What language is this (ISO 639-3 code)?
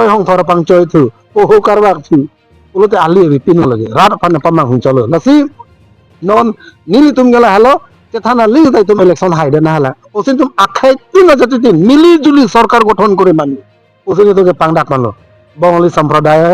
mjw